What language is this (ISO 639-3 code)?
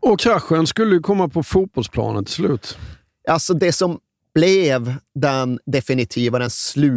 swe